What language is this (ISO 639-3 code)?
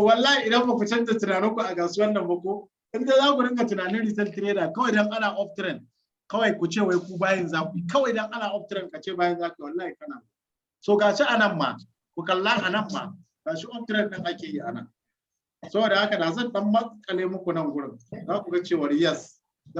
hau